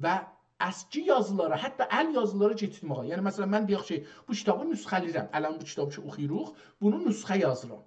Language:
South Azerbaijani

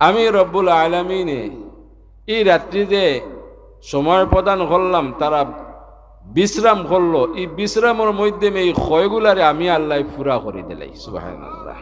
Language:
Sylheti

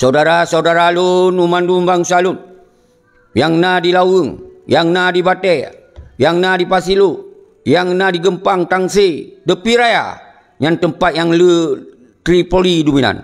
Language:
Achinese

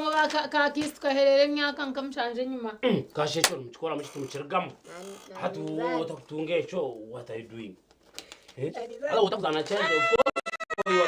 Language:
Nyankole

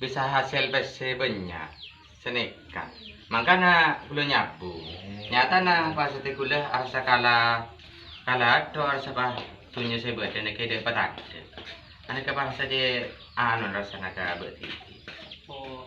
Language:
Madurese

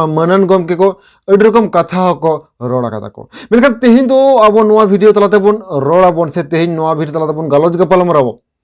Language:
Santali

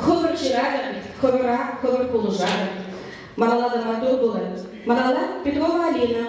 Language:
Chuvash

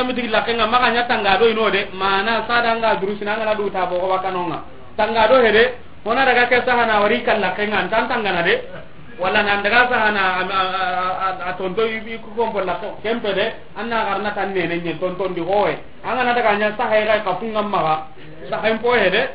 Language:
Soninke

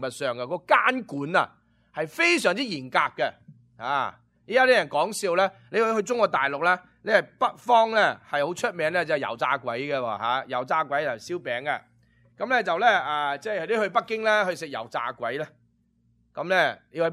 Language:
Cantonese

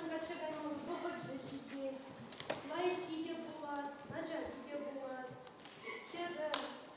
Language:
Chuvash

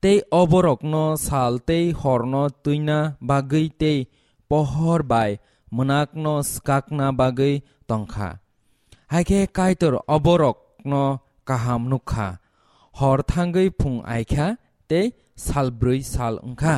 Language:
Kok Borok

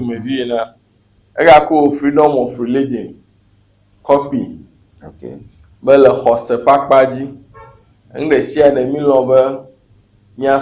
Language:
Ewe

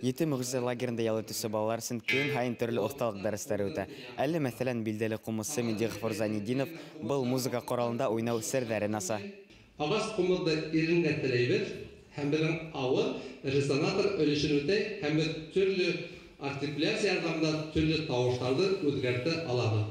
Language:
Bashkir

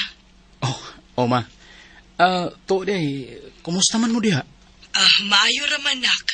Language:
Cebuano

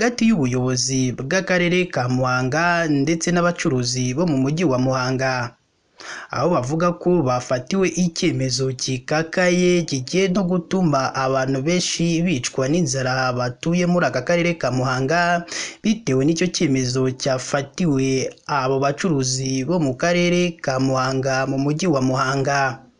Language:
Kinyarwanda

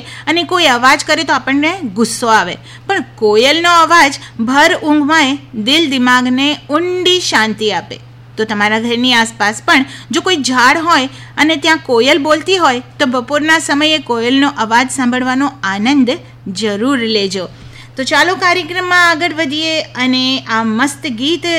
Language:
Gujarati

